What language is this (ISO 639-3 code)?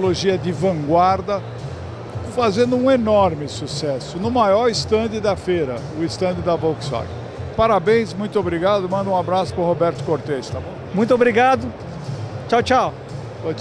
por